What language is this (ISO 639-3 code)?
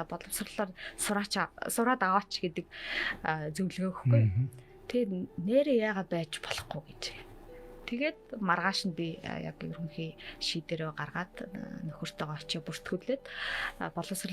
mon